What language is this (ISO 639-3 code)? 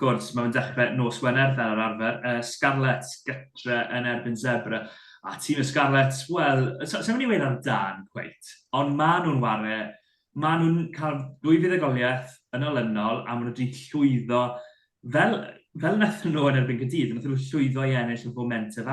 cym